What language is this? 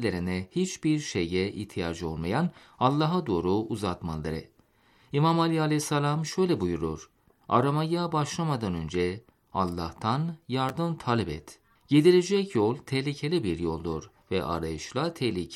Turkish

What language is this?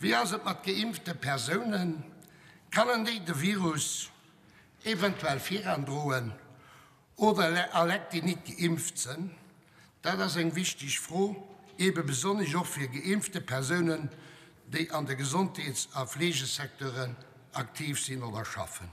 Luxembourgish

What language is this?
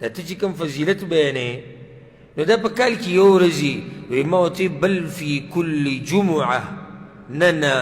Pashto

